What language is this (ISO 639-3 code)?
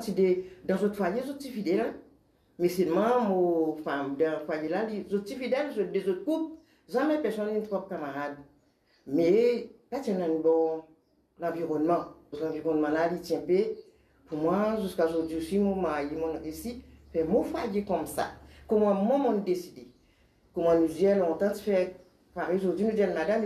mfe